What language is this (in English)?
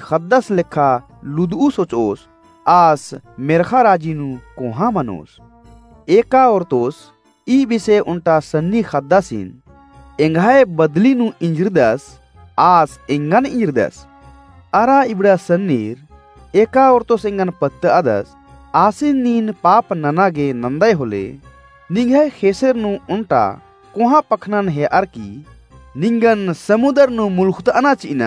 Kurukh